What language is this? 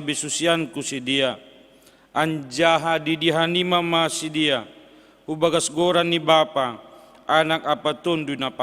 Batak Simalungun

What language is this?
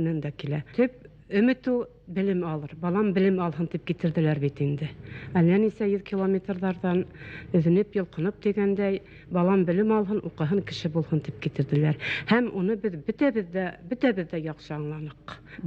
Bashkir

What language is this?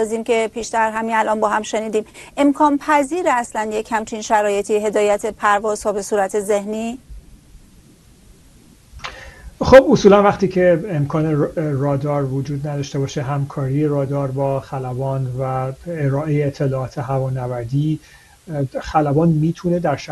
Persian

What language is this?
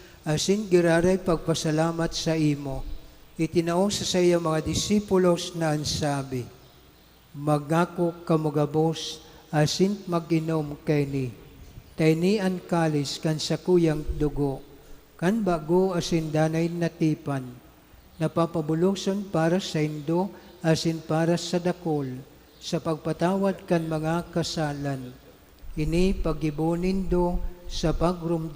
Bikol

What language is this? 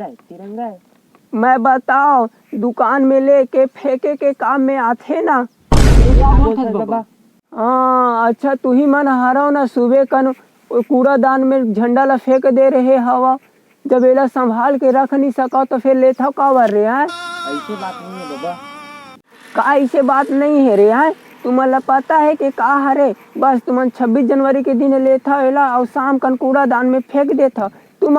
Chhattisgarhi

